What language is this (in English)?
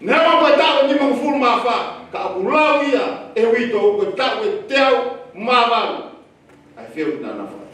Tongan